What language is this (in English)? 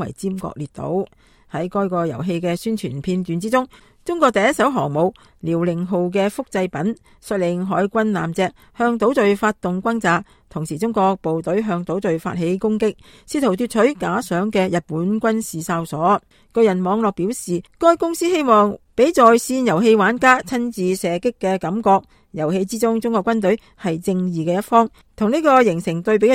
Cantonese